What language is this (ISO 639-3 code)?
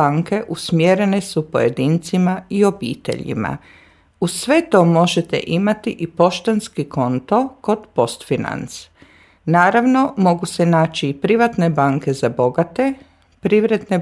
hrv